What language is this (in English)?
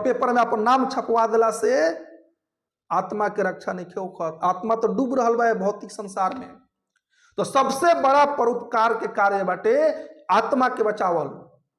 Bhojpuri